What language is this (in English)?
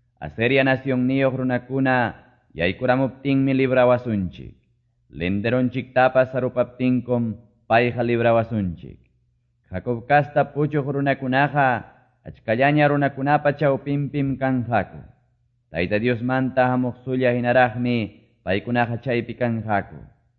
Quechua